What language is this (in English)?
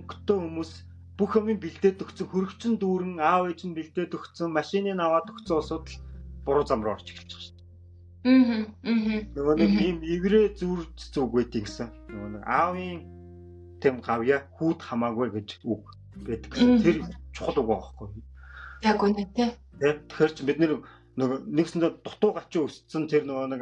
Mongolian